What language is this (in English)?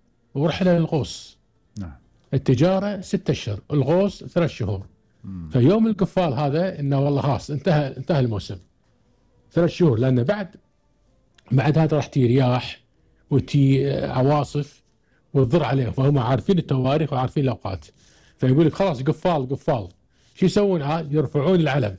Gulf Arabic